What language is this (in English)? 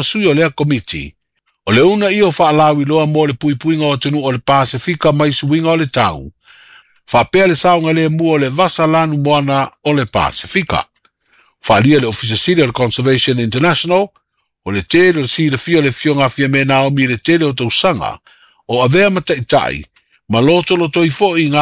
Samoan